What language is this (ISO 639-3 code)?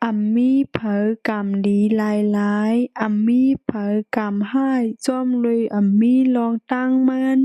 shn